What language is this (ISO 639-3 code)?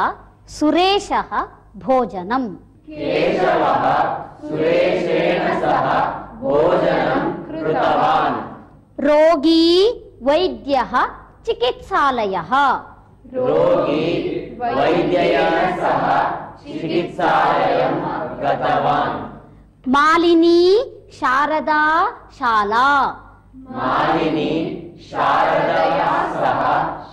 san